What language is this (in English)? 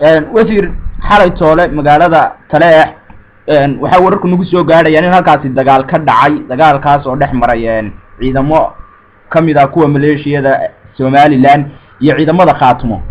Somali